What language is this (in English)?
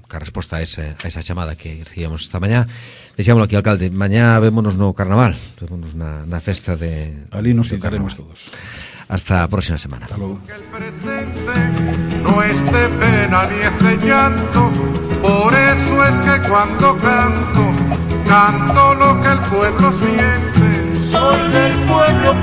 Galician